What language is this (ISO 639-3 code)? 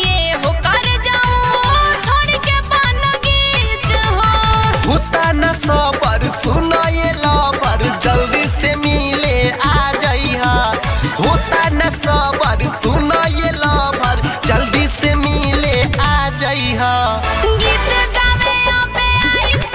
bho